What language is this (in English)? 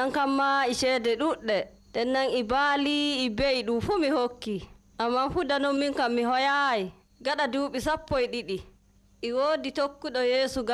Nigerian Fulfulde